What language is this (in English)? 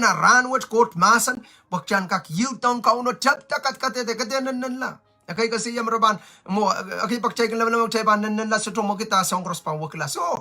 Pohnpeian